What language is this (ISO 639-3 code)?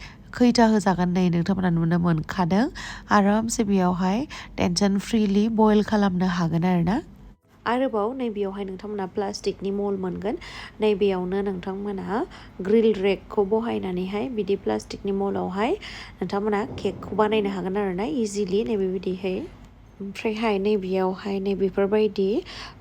brx